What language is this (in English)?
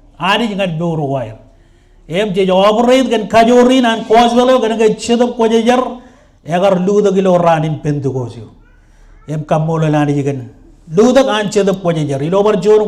Marshallese